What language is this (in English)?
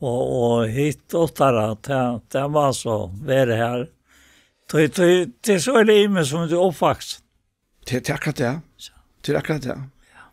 Faroese